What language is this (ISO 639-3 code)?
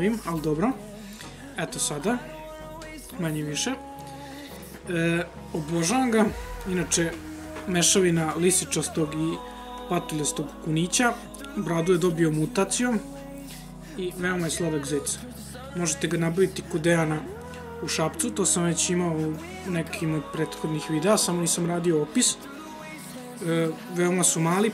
srp